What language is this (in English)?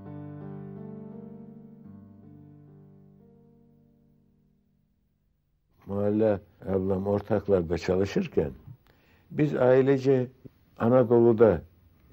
Turkish